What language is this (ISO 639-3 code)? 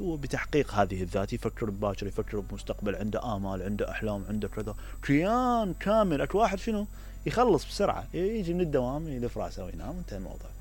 acm